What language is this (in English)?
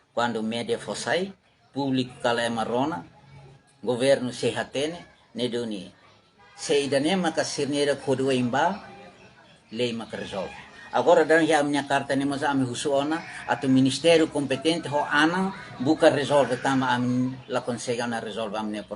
Tetum